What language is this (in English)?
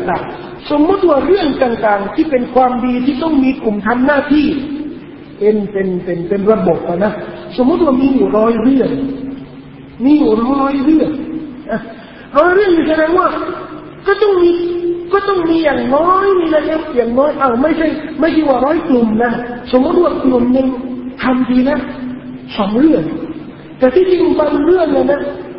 Thai